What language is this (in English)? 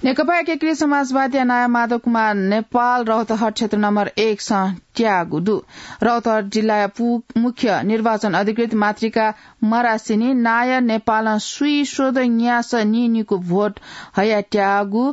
Newari